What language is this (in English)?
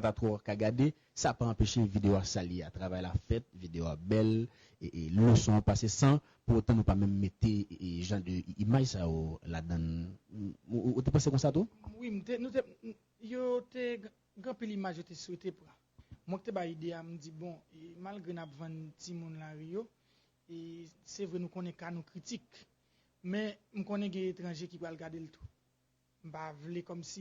Haitian Creole